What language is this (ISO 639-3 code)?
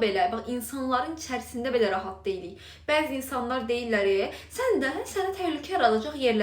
aze